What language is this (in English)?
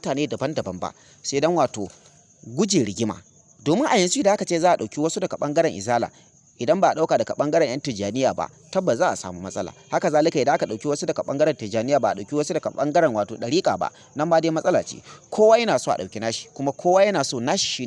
Hausa